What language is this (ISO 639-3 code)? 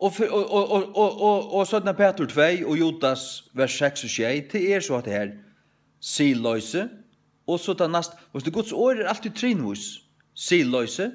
fao